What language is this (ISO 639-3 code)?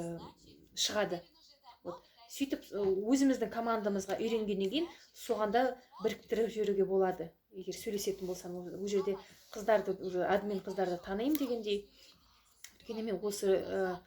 kaz